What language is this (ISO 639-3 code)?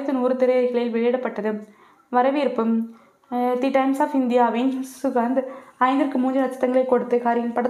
tam